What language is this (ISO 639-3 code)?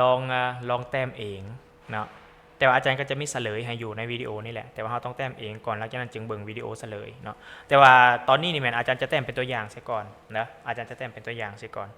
lao